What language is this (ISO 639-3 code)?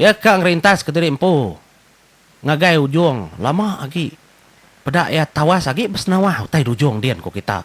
iba